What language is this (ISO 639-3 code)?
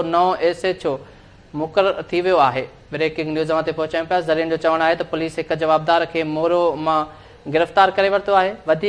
snd